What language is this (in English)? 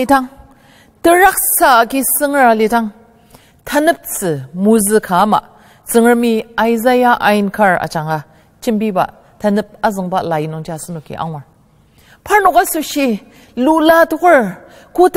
Ao Naga